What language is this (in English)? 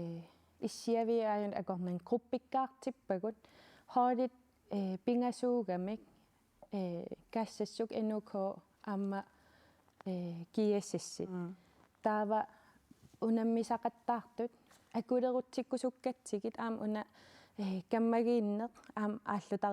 Kalaallisut